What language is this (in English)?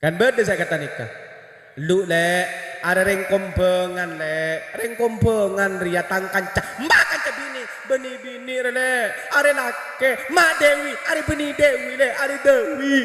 Madurese